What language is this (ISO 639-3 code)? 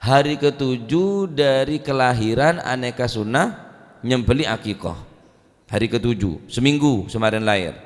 mad